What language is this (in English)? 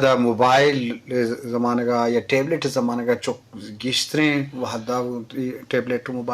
Eastern Balochi